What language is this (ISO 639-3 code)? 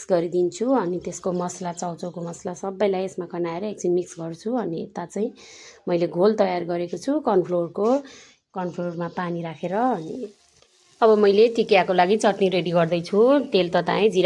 nep